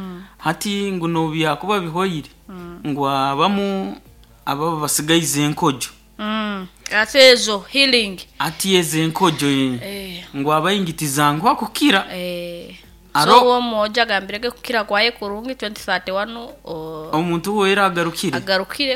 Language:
Nyoro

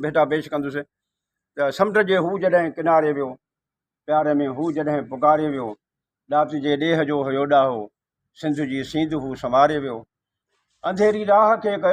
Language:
Sindhi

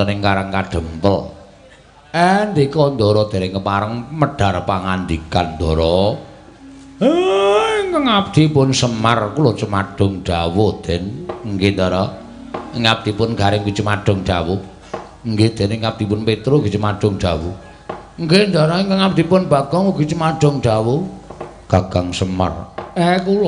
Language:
Javanese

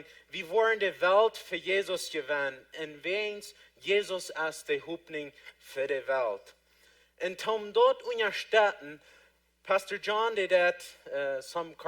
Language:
Plautdietsch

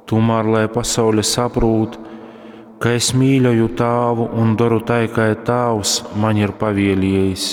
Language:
Latgalian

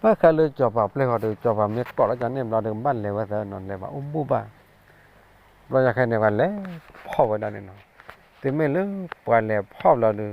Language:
S'gaw Karen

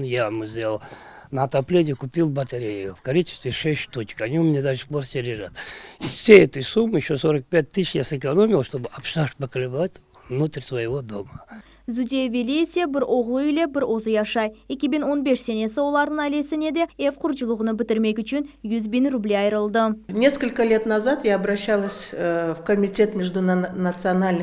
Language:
Crimean Tatar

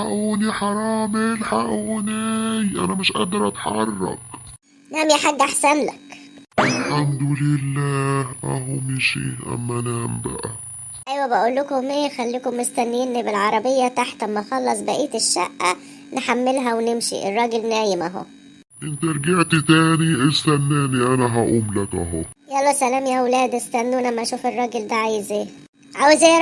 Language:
Egyptian Arabic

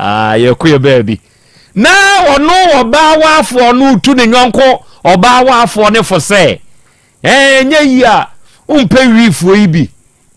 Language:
Akan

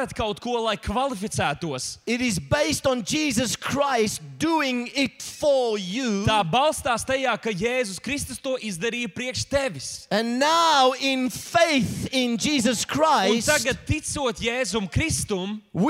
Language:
Latvian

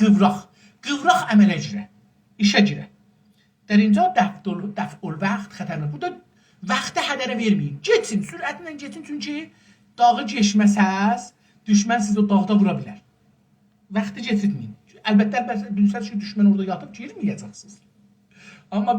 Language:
South Azerbaijani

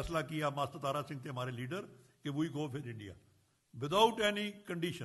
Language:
Hindi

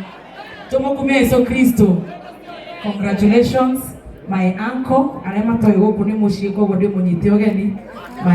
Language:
Kikuyu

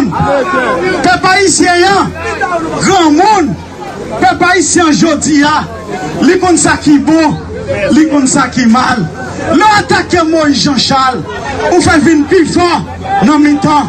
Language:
Haitian Creole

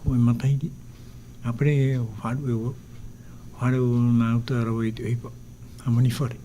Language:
Tahitian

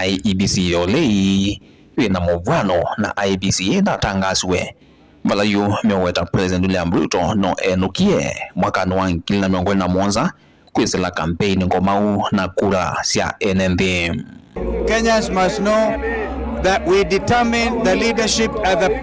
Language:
Kamba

